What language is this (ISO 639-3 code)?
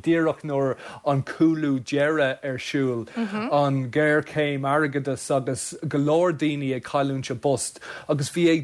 gle